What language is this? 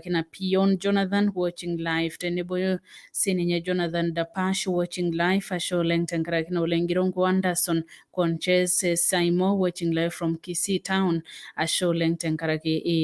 Masai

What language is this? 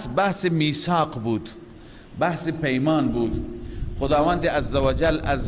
Persian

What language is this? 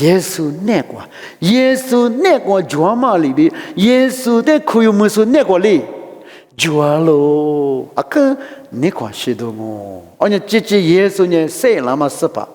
Lisu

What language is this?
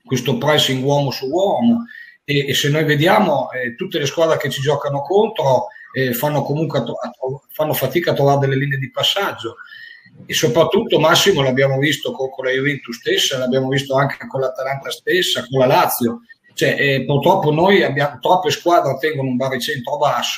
Italian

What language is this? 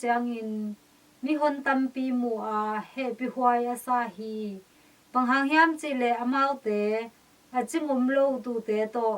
Tedim Chin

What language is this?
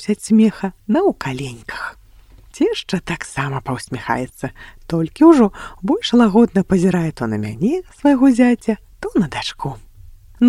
Belarusian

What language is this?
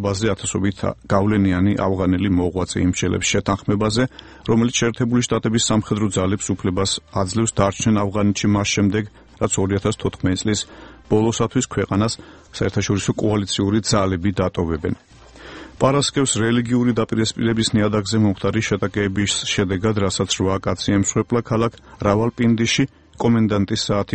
Georgian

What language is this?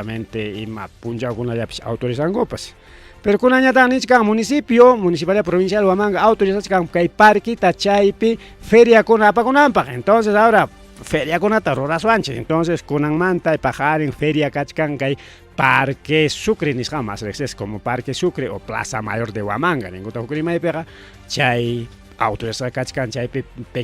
Ayacucho Quechua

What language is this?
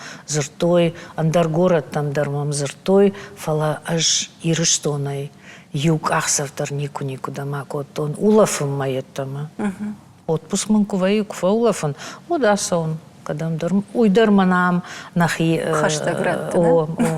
Ossetic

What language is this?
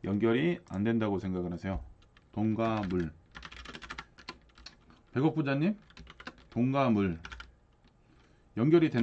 Korean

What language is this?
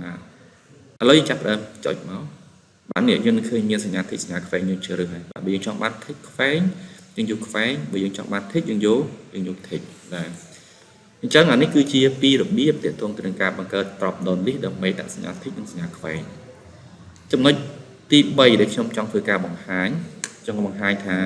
Khmer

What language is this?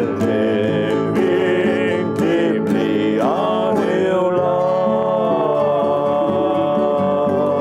Vietnamese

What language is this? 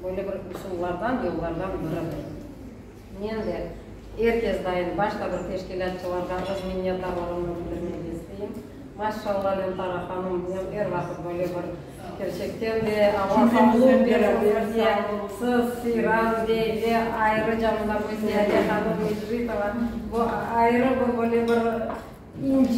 Crimean Tatar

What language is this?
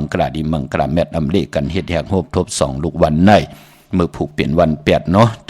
Shan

